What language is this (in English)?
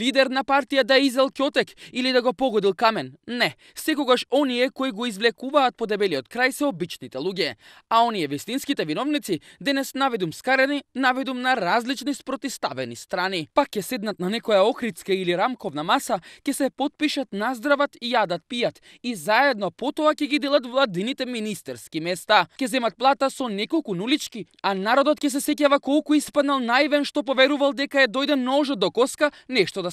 Macedonian